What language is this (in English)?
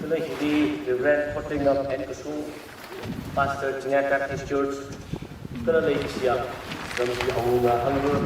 Tangkhul Naga (India)